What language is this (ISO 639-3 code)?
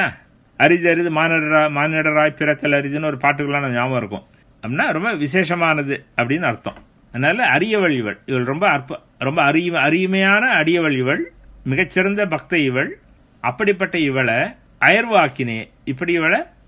tam